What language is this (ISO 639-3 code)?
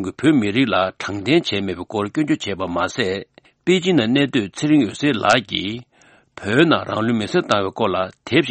bod